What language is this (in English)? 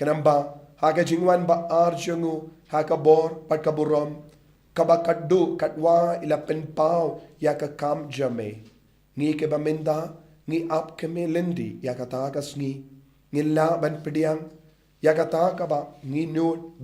Khasi